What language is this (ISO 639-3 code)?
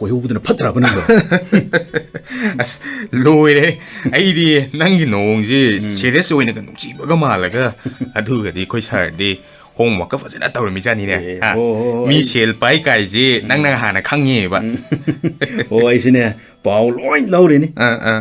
mni